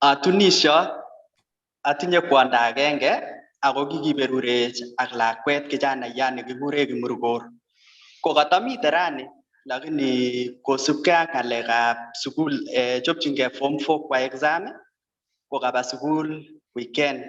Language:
Kalenjin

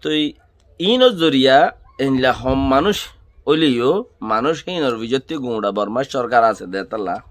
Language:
Rohingya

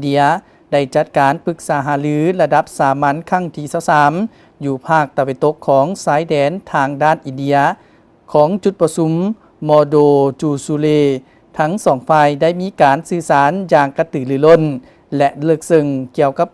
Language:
Lao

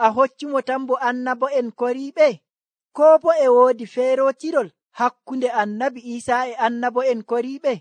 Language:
Nigerian Fulfulde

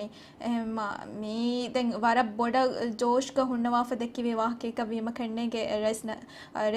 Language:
Divehi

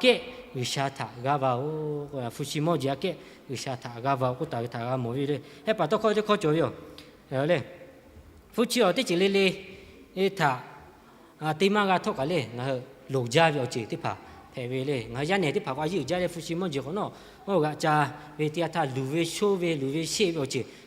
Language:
Lahu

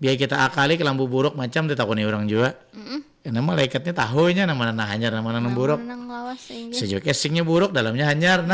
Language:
Banjar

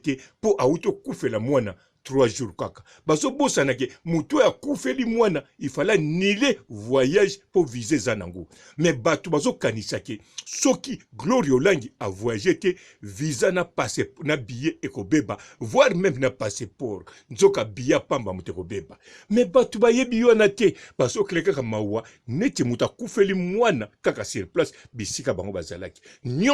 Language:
Lingala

